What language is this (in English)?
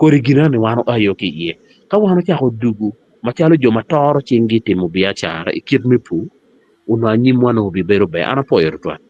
Acoli